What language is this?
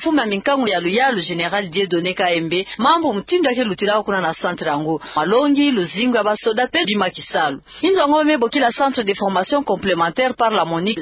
Kituba (Democratic Republic of Congo)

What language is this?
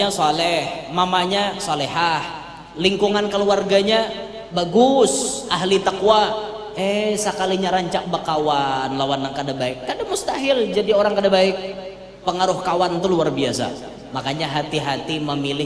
Banjar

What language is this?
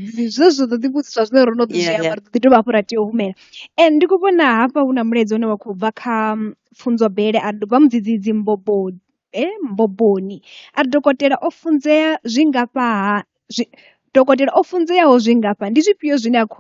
Venda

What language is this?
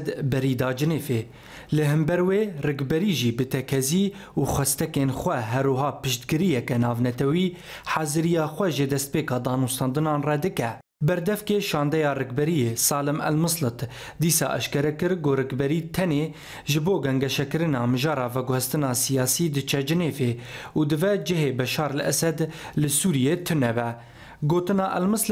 Kurdish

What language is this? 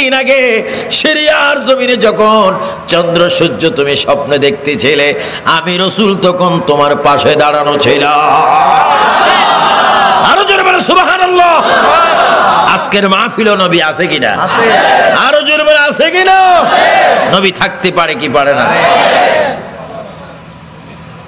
Bangla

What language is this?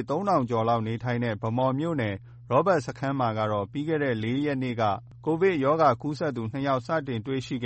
Burmese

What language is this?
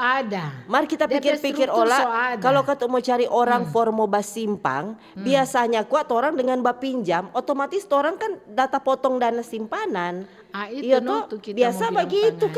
Manado Malay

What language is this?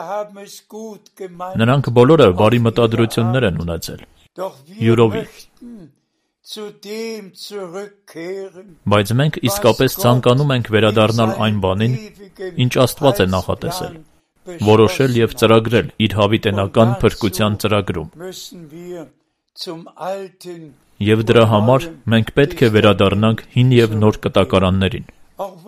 Armenian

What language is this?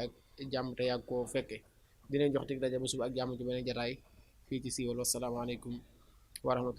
Wolof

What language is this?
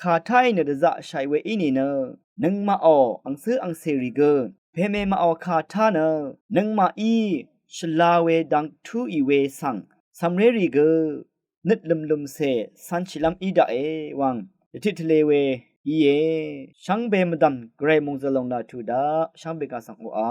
Rawang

